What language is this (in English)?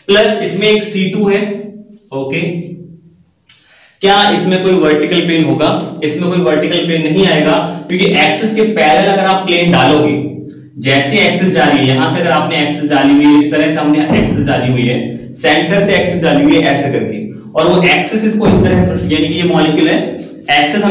Hindi